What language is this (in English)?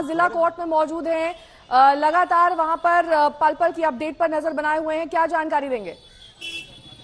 Hindi